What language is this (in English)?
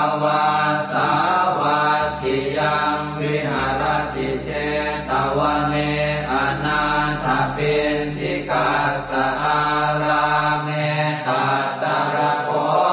Pali